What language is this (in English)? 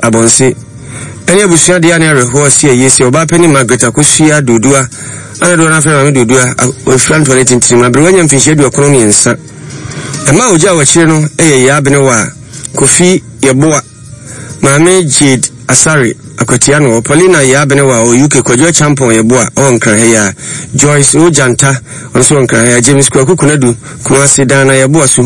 Akan